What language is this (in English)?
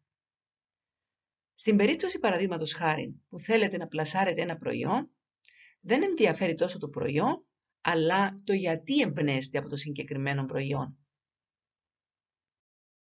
Greek